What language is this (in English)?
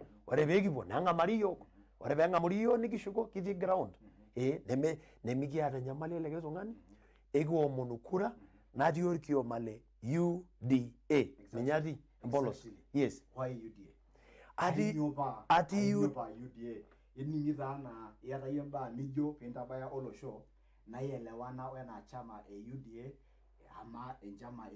Masai